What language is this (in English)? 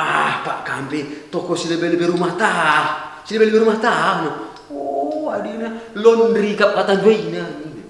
Batak Karo